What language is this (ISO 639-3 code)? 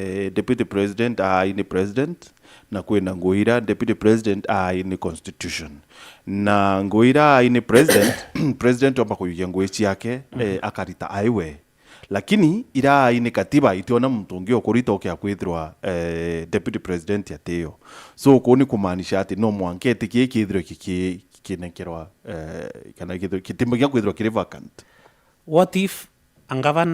mer